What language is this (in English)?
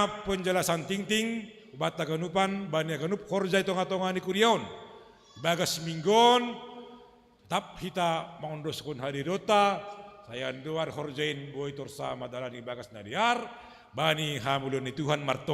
Batak Simalungun